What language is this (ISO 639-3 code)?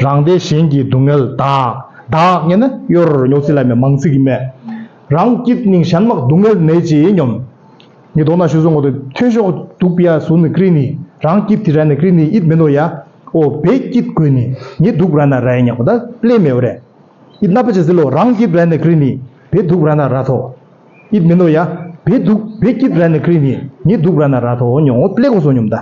bod